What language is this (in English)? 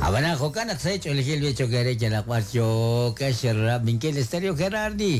Kekchí